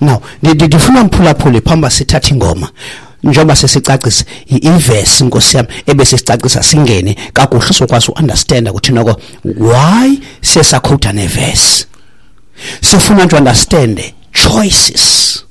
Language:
Xhosa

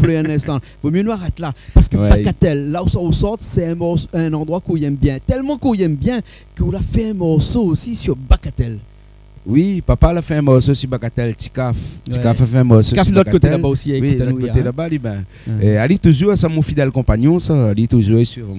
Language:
Réunion Creole French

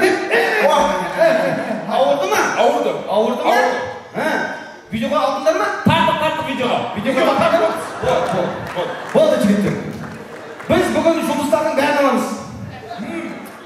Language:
Kara-Kalpak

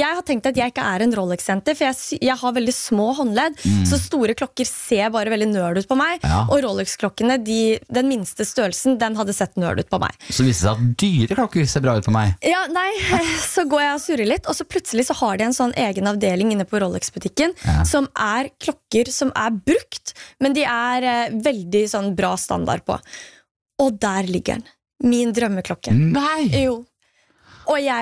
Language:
Norwegian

